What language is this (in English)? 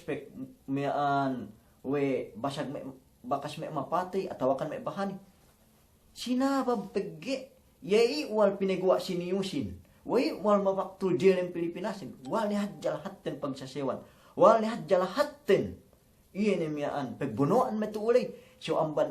Yakan